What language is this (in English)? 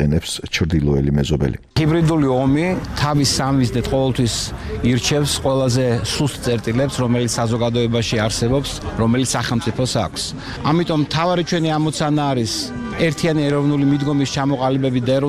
Georgian